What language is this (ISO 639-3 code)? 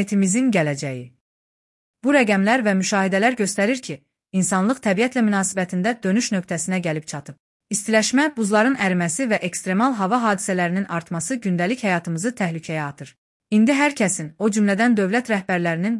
aze